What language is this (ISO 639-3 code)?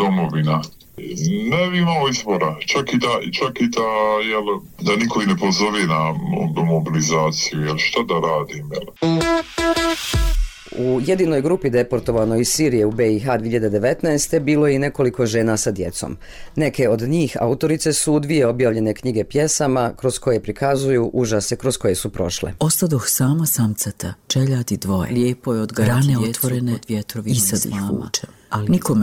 bos